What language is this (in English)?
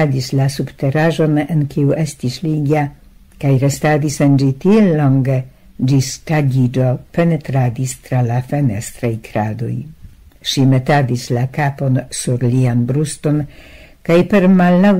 Esperanto